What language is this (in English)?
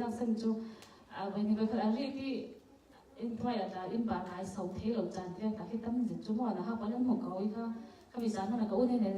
Falam Chin